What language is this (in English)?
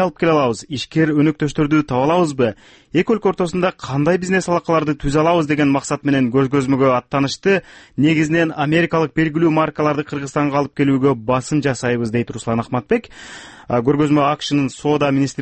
Kyrgyz